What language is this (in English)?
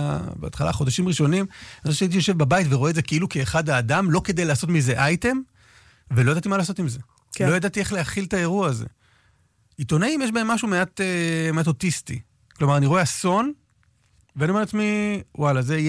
Hebrew